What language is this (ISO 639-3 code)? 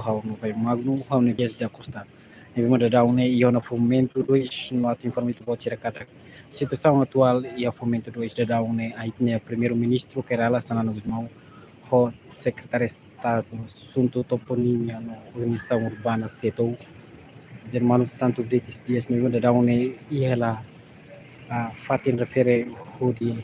tet